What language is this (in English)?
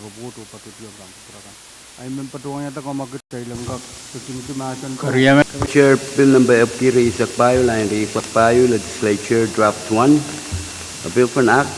Pohnpeian